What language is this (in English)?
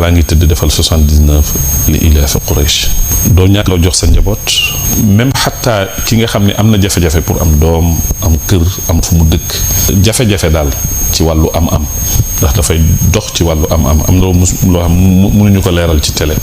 Wolof